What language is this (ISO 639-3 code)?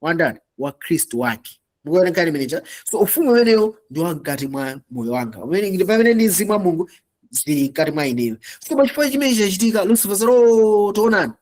nya